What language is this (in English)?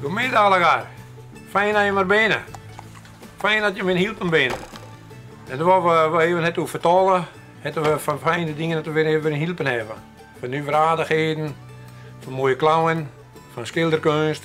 Western Frisian